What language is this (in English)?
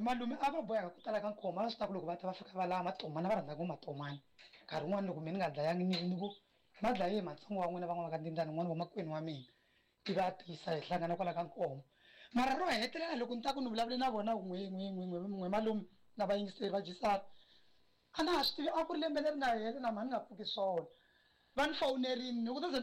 Tsonga